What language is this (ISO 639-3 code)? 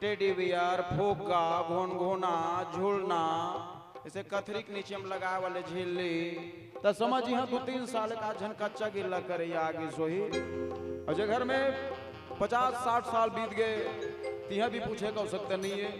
hne